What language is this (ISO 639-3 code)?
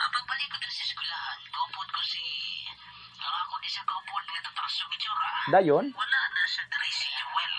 hil